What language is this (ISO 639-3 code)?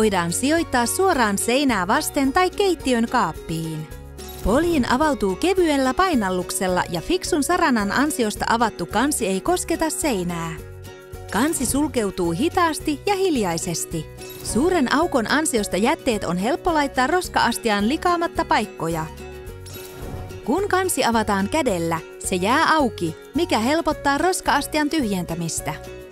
fin